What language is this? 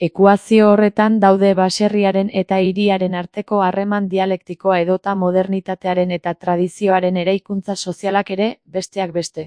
Basque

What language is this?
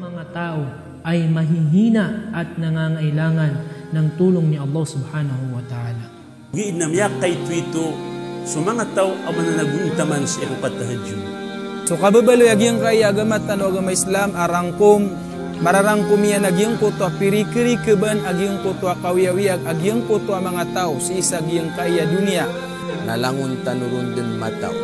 Maranao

